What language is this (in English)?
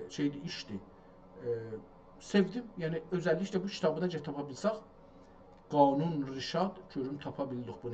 South Azerbaijani